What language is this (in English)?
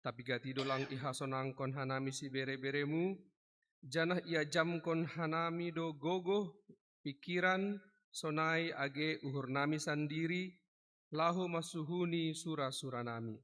Batak Simalungun